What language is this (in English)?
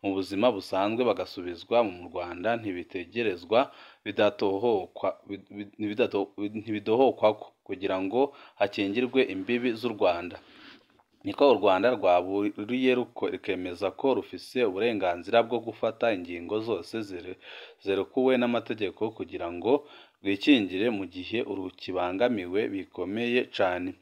Rundi